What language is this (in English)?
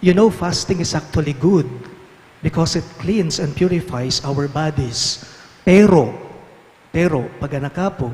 Pampanga